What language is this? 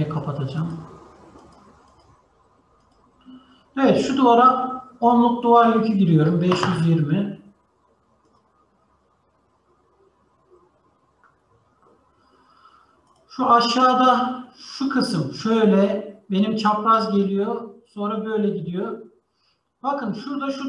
Turkish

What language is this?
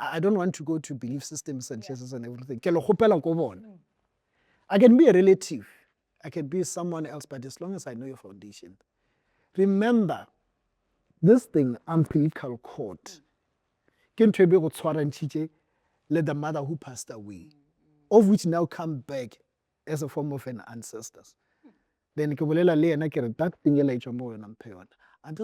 Northern Sotho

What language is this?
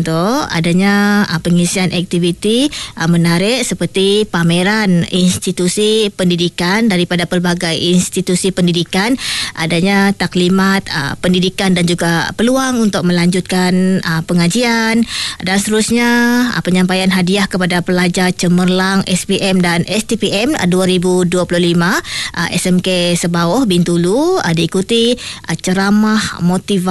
Malay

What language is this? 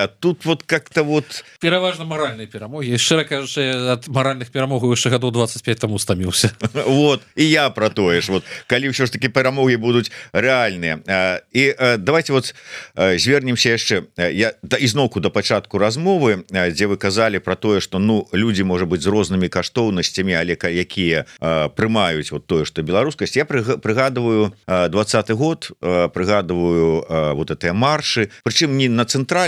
Belarusian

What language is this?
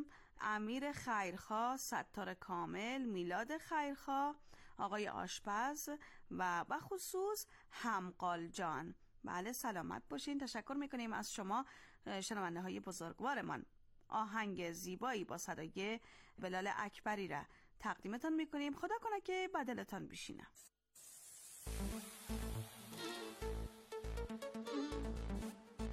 Persian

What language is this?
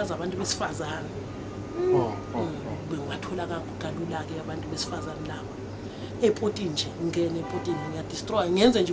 Zulu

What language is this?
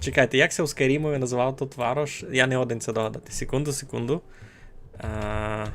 Rusyn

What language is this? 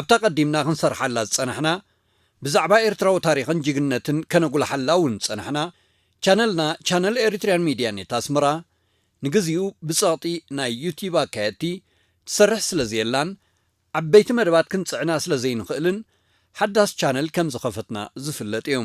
Tigrinya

